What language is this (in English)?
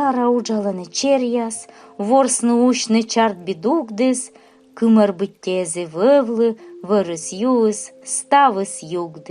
Komi